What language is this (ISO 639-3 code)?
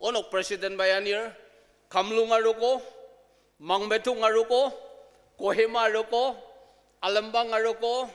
njo